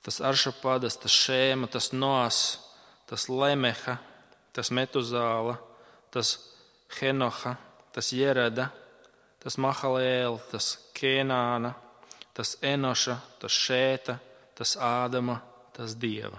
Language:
Latvian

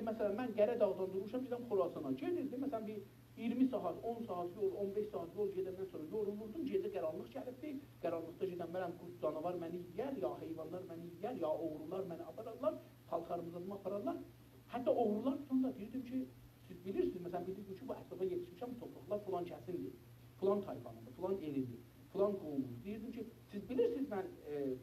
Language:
South Azerbaijani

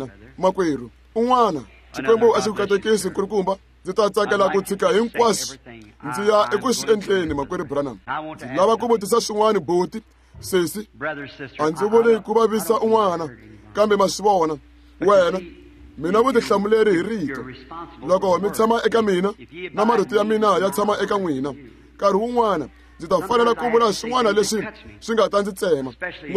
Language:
Tsonga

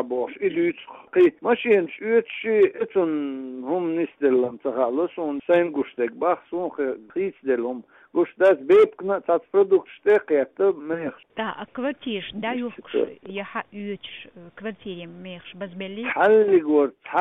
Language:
Chechen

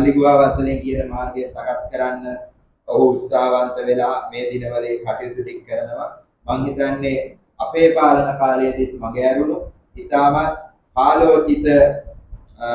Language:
Sinhala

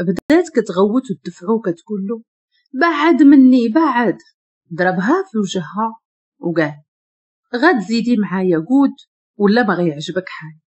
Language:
Moroccan Arabic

